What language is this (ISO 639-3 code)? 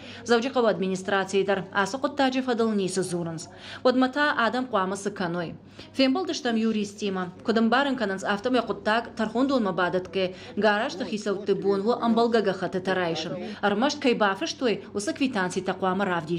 oss